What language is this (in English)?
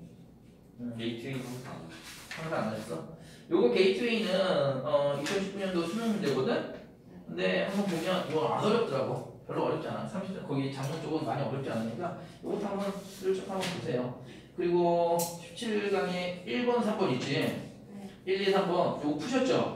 Korean